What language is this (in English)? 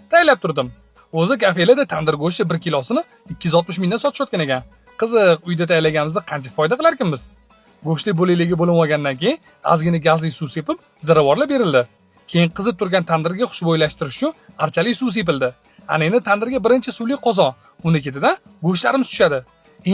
Uzbek